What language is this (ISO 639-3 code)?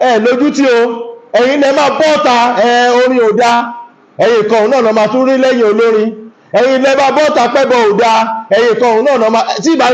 yor